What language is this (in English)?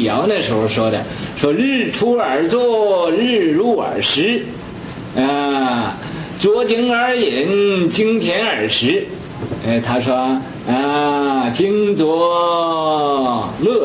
Chinese